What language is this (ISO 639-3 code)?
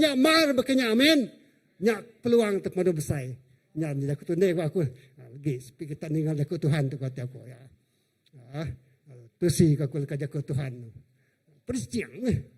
iba